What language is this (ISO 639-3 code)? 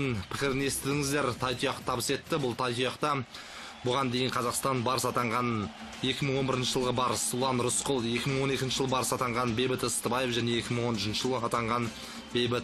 kaz